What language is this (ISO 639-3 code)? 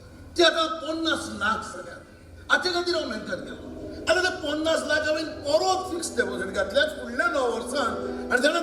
kok